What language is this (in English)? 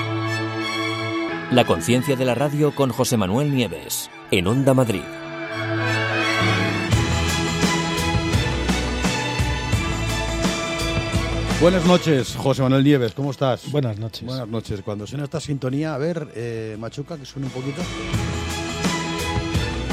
Spanish